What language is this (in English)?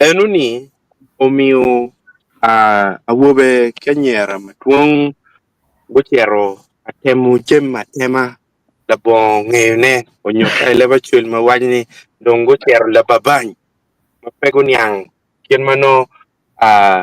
Acoli